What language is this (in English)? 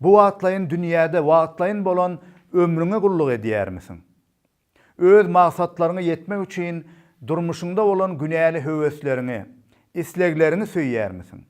Turkmen